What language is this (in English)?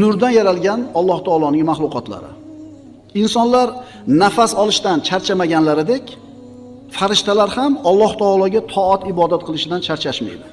Uzbek